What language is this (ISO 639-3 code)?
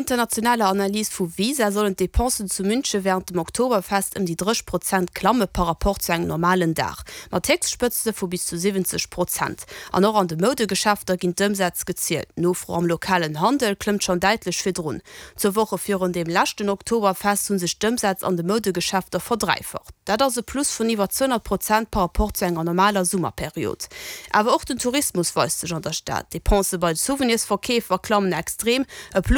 ltz